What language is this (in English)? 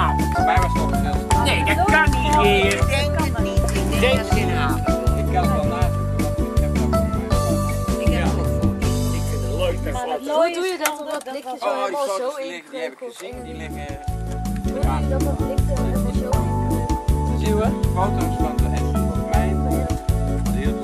Dutch